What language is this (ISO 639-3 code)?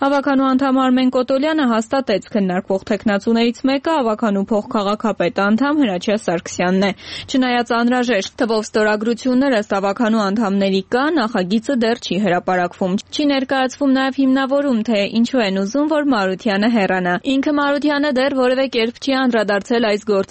hye